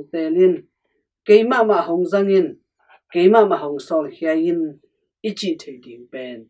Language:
Tedim Chin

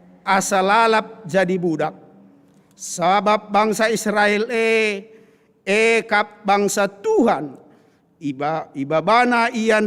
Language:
Batak Karo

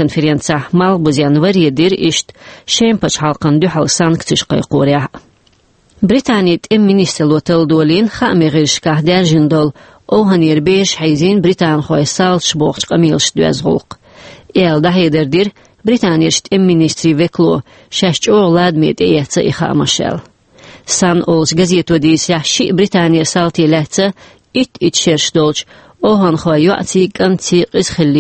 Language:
Chechen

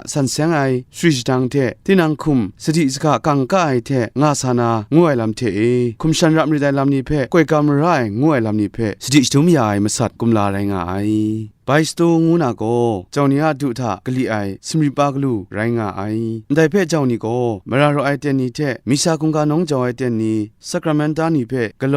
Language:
Kachin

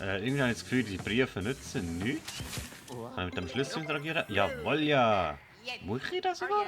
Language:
Swiss German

